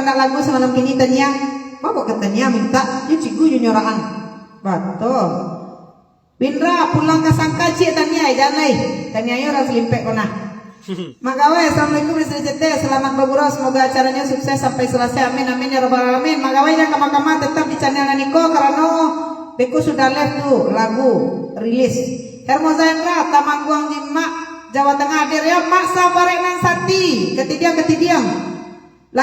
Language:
Minangkabau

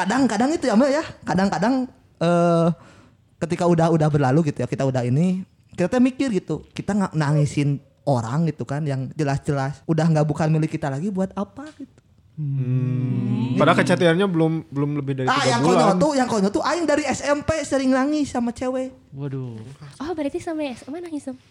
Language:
Indonesian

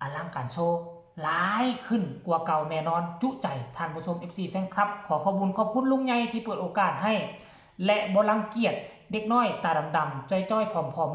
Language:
Northeastern Thai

